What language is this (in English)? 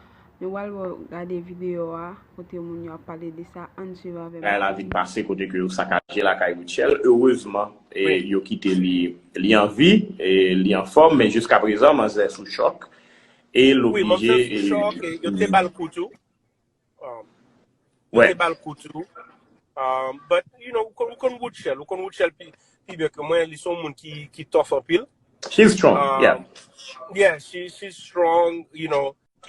Haitian Creole